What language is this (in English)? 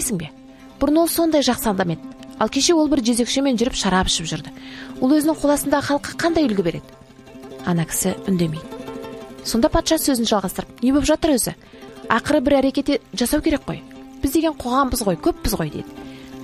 Kazakh